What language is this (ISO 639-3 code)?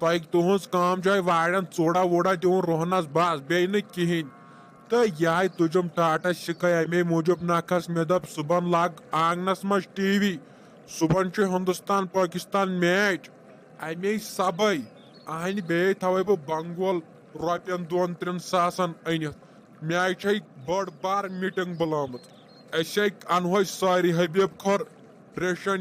kas